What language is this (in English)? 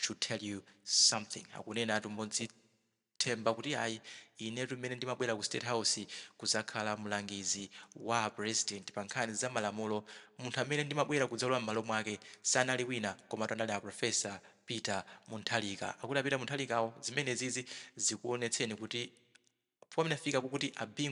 Nyanja